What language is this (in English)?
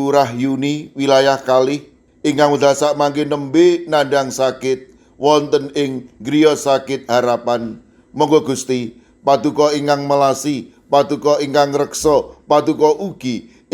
Javanese